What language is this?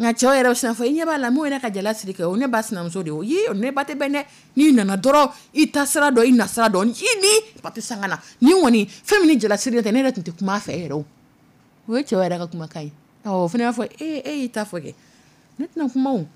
Dyula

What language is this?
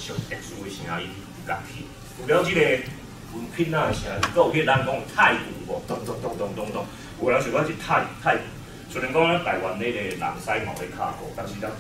Min Nan Chinese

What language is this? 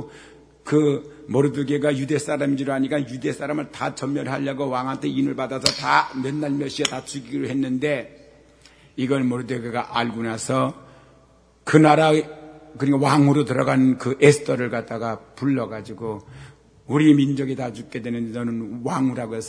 Korean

